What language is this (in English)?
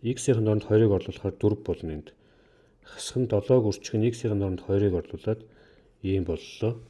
Mongolian